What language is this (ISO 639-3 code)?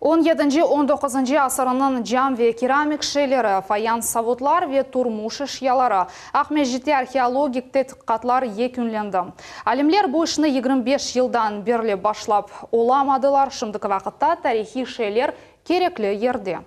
crh